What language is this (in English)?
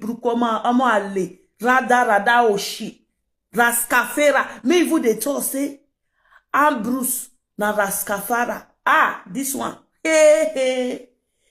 Nigerian Pidgin